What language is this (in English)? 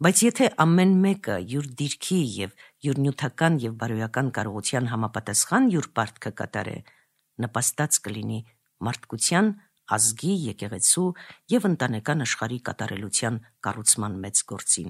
Armenian